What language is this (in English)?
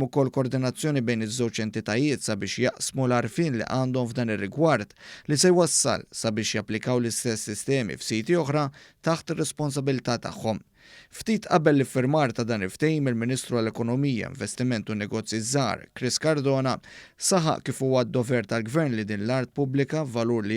Maltese